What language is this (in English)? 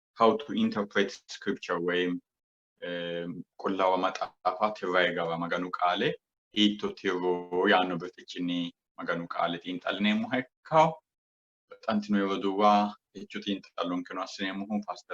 Sidamo